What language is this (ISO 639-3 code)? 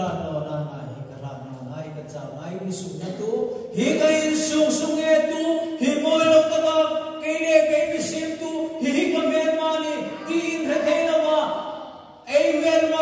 hmr